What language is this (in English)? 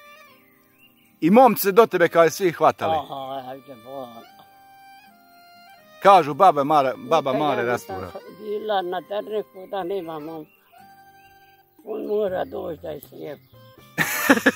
Bosnian